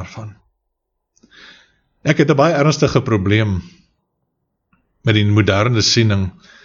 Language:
Afrikaans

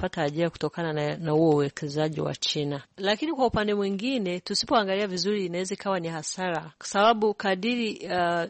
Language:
Swahili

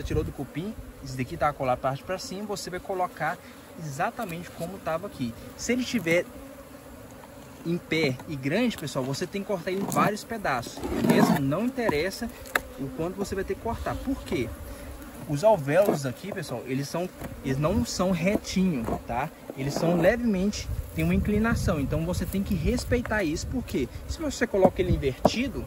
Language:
Portuguese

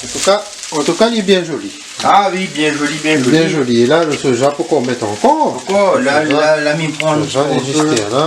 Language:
Réunion Creole French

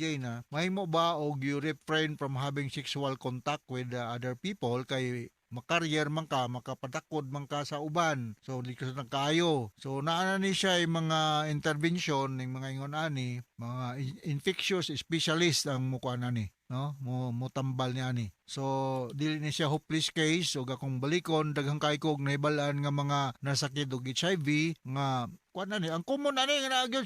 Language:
Cebuano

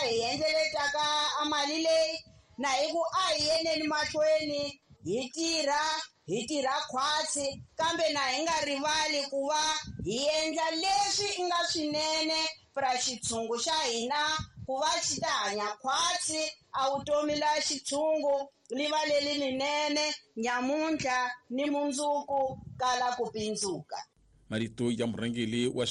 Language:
Tsonga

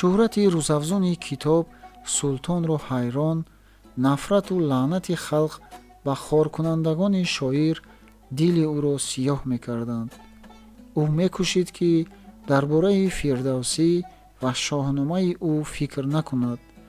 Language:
Tajik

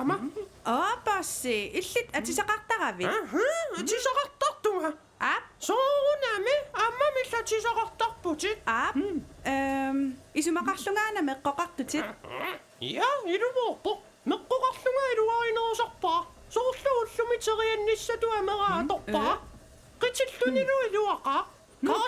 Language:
Kalaallisut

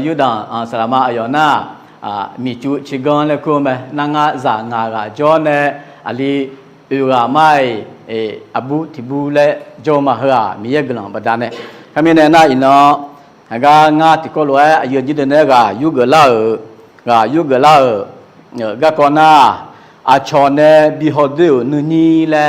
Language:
Akha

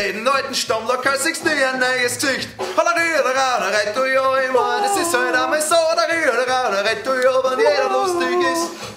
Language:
Bavarian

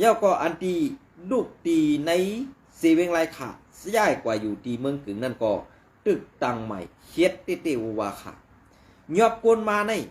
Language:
Shan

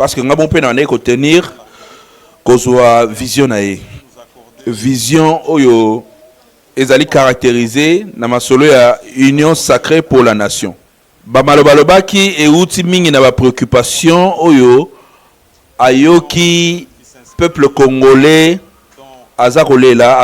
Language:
Lingala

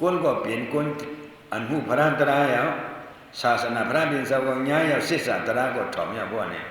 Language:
Shan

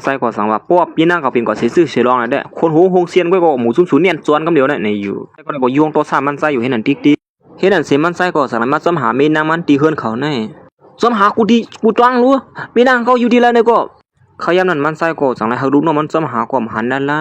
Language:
Shan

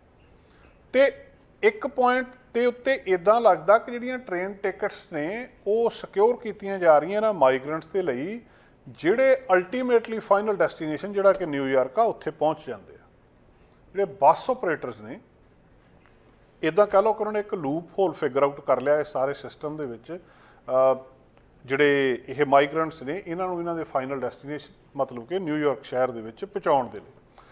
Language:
Punjabi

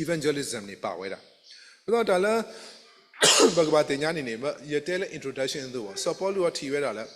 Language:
S'gaw Karen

